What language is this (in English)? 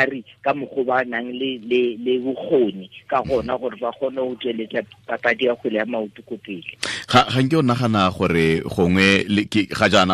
Tswana